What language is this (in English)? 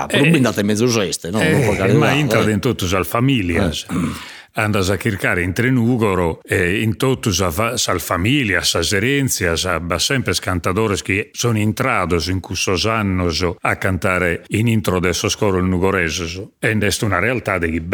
Sardinian